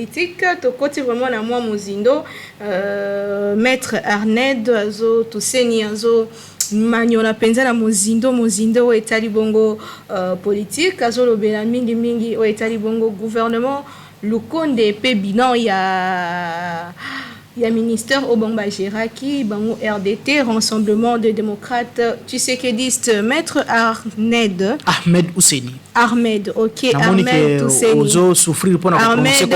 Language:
Lingala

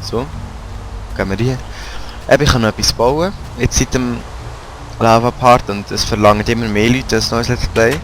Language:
Swiss German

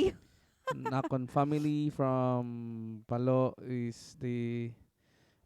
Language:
Waray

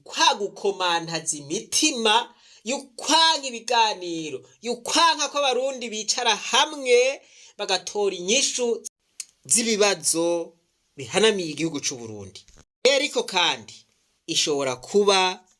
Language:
Rundi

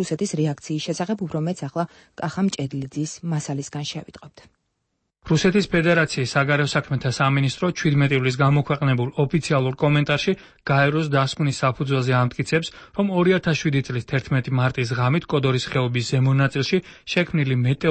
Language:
Georgian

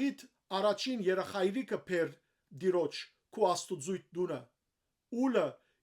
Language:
Western Armenian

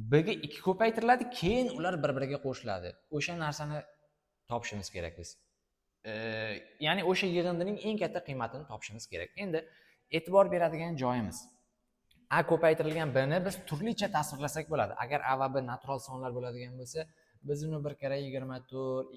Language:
Uzbek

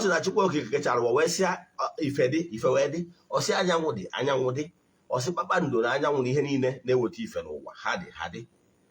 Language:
Igbo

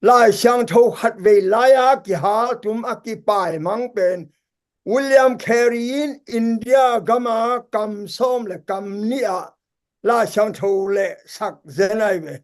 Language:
Tedim Chin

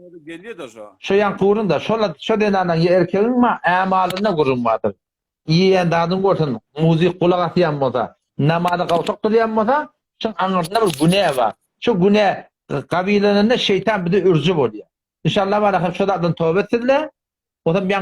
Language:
Turkmen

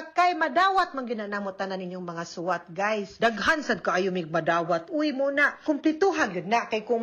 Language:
Cebuano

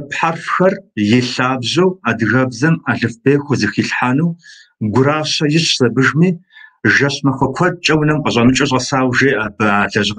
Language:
Kabardian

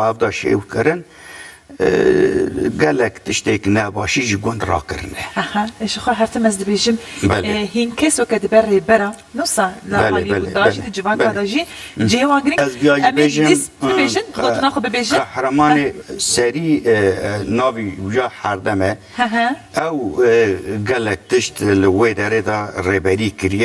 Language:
Kurdish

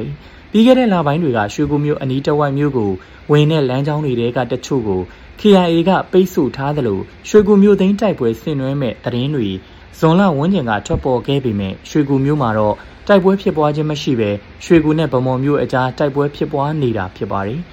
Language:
Burmese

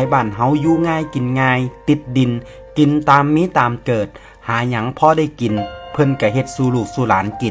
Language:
Northeastern Thai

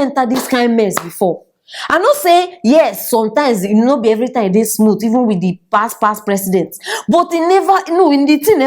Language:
Nigerian Pidgin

